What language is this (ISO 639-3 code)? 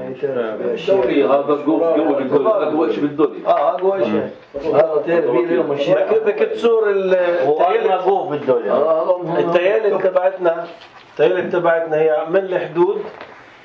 apc